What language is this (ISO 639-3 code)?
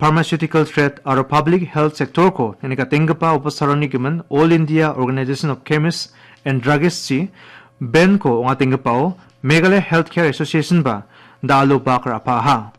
grt